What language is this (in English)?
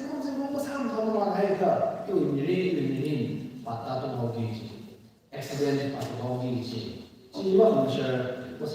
Tangkhul Naga (India)